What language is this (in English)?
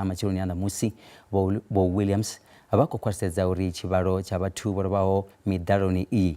Venda